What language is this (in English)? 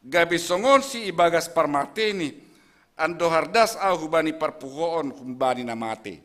Batak Simalungun